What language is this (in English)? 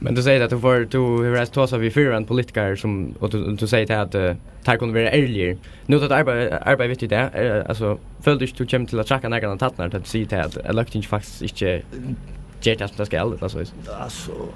Faroese